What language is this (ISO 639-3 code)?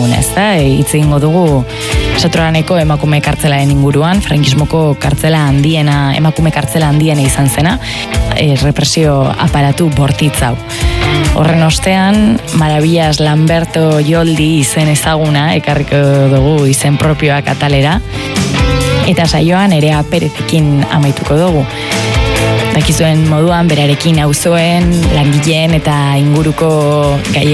eus